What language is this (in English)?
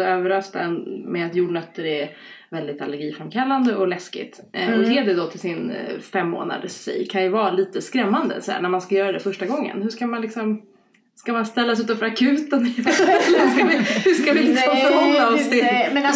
Swedish